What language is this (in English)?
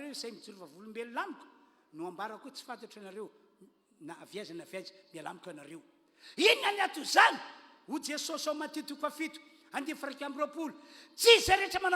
Malagasy